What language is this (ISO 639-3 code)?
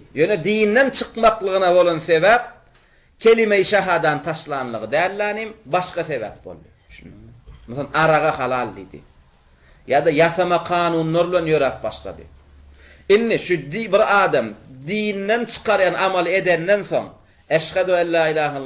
tuk